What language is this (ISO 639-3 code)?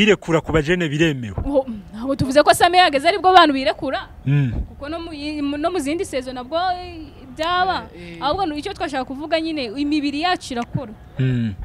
kin